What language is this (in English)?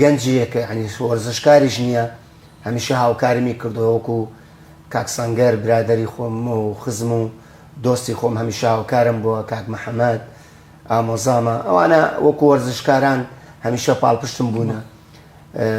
Central Kurdish